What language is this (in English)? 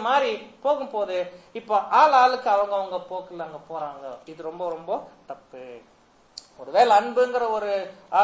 Tamil